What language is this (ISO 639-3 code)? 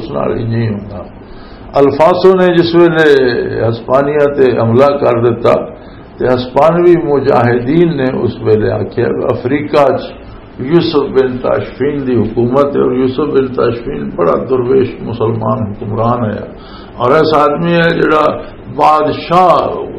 lah